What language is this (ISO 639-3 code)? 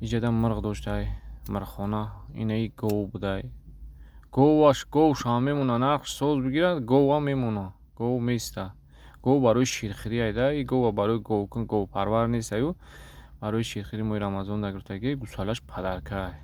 tgk